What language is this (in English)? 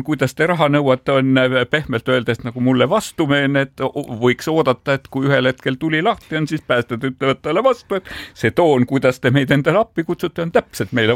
Estonian